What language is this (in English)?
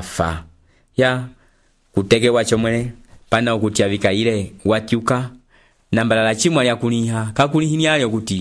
Umbundu